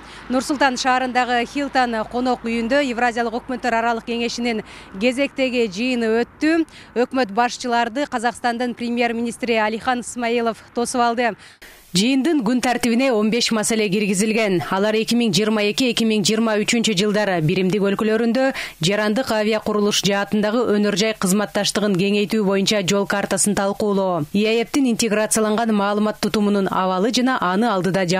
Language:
Kyrgyz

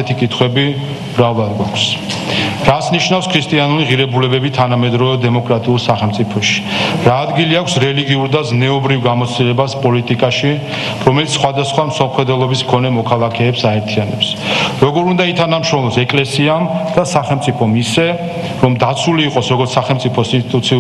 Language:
Georgian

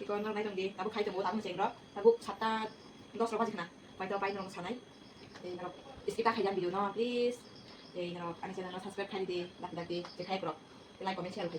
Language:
Kok Borok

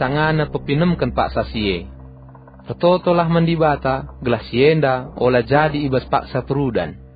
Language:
Batak Karo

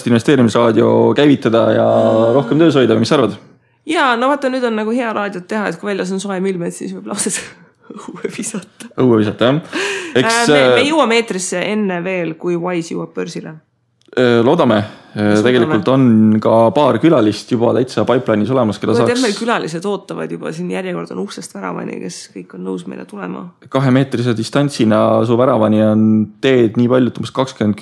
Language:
Estonian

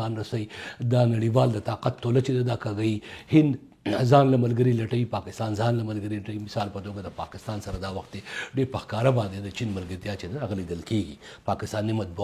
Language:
Pashto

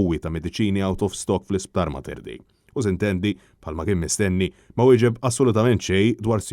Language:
Maltese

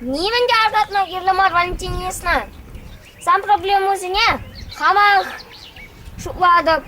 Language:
Chuvash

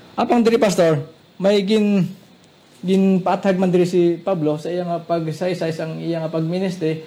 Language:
Hiligaynon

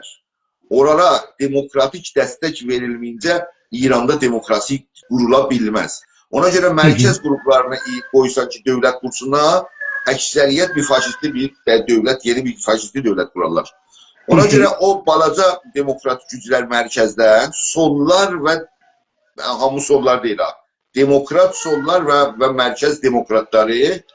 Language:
South Azerbaijani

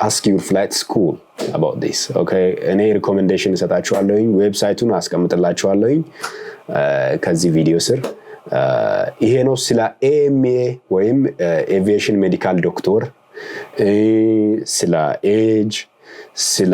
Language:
Amharic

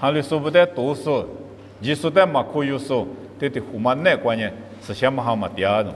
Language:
Lisu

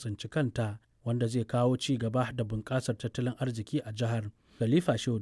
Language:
Hausa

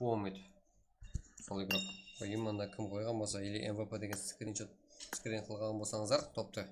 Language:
Kara-Kalpak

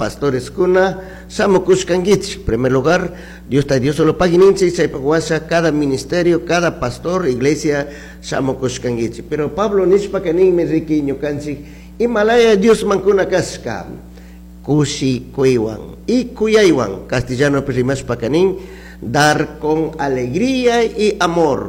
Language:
Chimborazo Highland Quichua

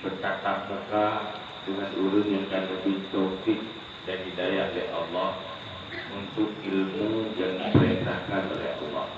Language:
Achinese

